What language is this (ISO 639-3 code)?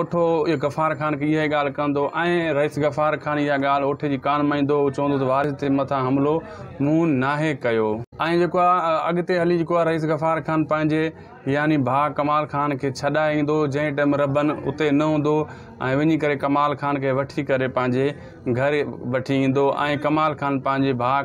snd